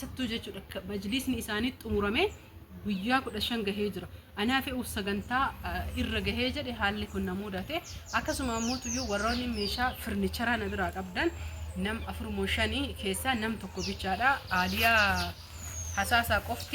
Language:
Oromo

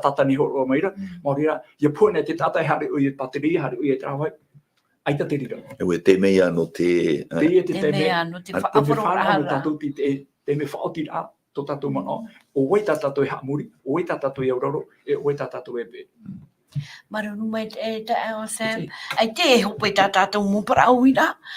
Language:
Tahitian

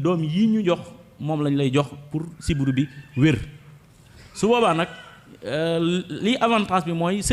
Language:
Wolof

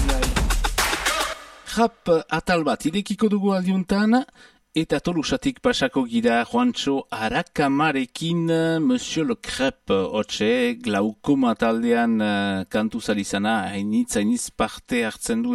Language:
Basque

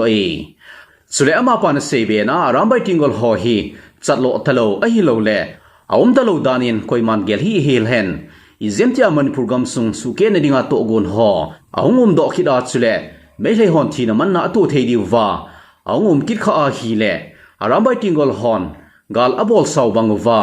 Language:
Thado Chin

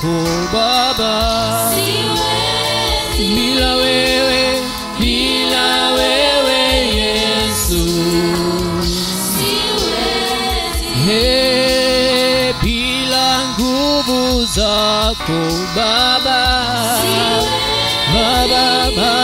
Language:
Swahili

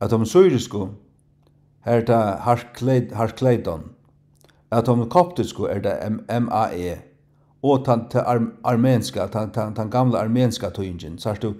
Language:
Faroese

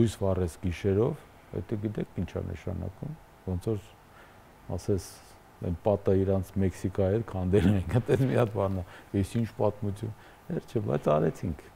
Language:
Armenian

